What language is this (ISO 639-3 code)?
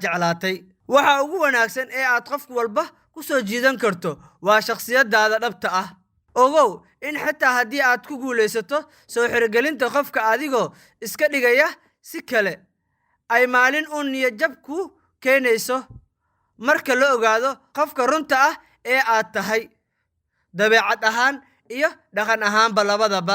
som